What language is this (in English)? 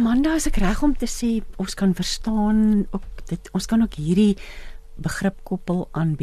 Afrikaans